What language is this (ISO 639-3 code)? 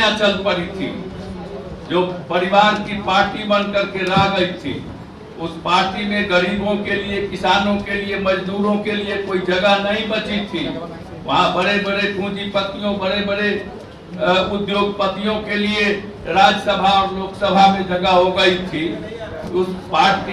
hin